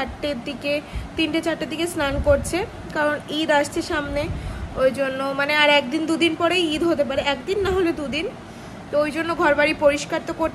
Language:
Bangla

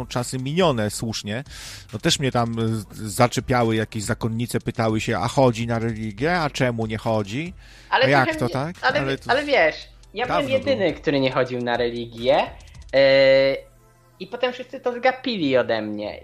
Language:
Polish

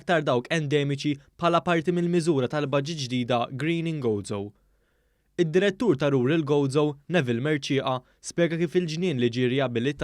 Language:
Maltese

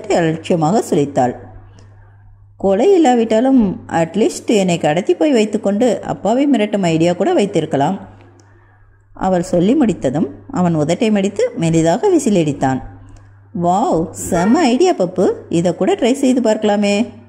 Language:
Tamil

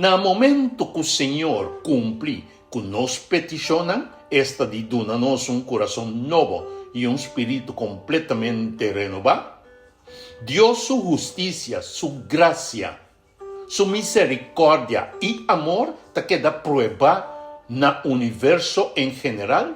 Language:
Papiamento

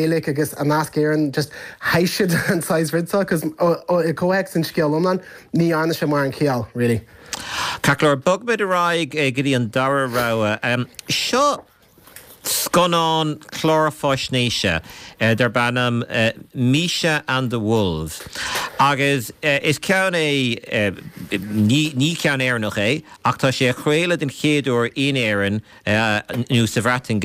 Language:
Irish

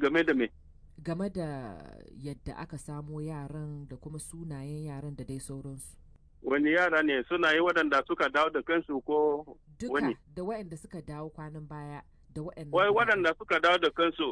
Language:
Hausa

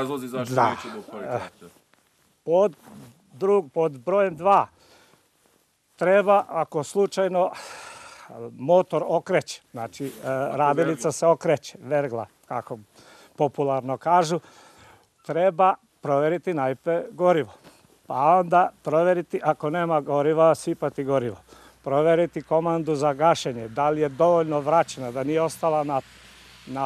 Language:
Serbian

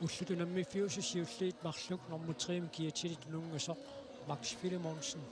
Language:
Kalaallisut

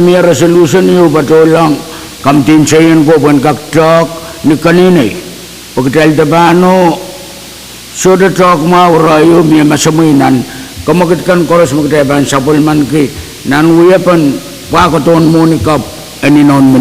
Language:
Pohnpeian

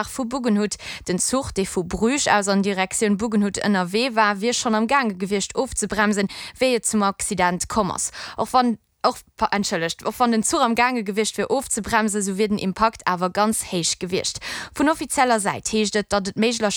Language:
Luxembourgish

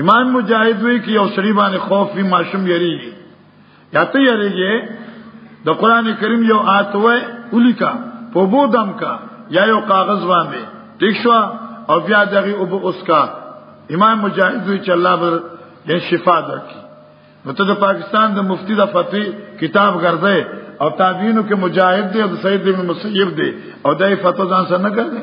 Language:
Pashto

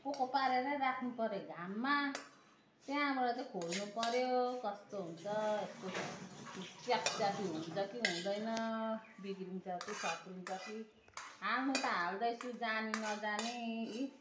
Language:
Nepali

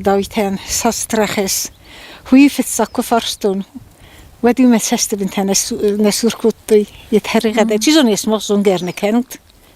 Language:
Ossetic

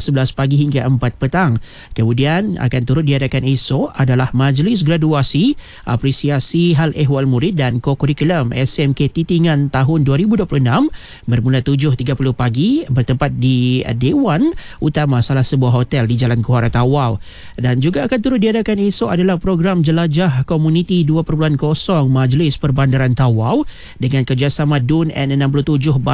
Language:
Malay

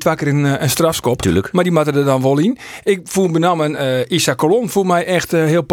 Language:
Western Frisian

